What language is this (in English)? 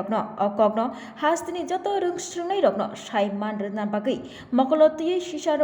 Kok Borok